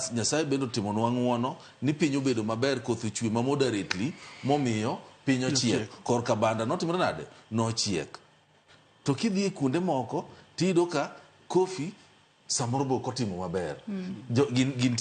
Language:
Luo (Kenya and Tanzania)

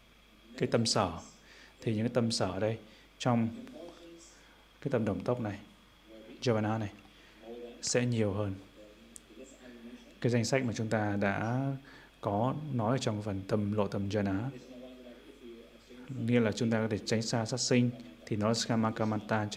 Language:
Vietnamese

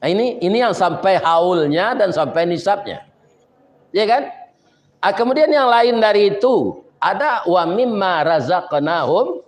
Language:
Minangkabau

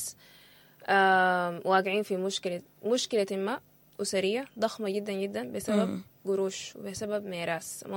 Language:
Sudanese Arabic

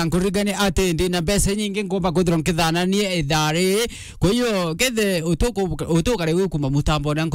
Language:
Meru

